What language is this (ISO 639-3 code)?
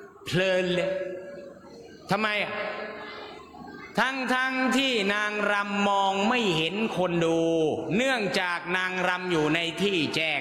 tha